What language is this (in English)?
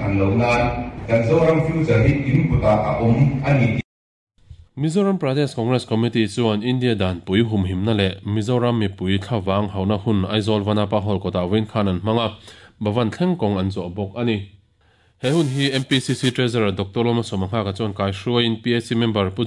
Mizo